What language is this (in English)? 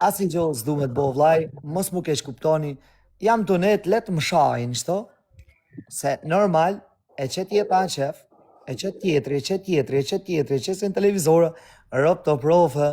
Albanian